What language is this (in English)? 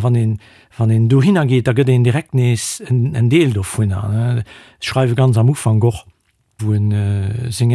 Luxembourgish